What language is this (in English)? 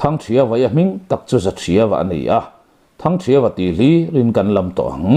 Mizo